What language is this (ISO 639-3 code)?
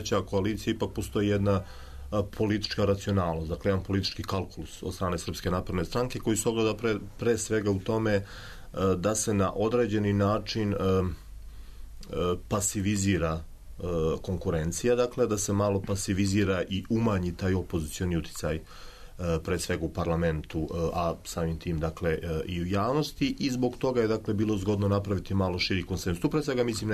srp